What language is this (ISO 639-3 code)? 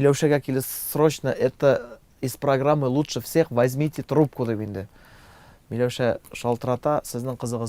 tat